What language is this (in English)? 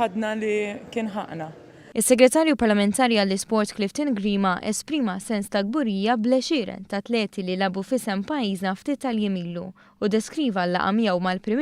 Maltese